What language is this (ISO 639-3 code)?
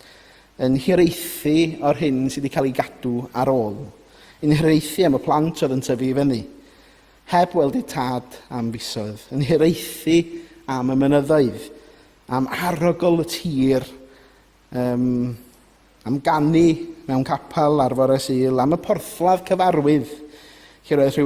cym